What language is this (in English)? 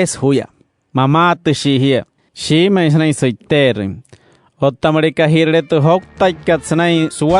Wayuu